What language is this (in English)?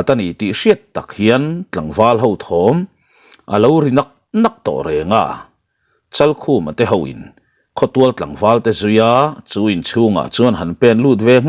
Mizo